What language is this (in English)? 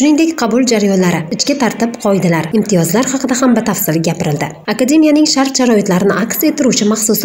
Uzbek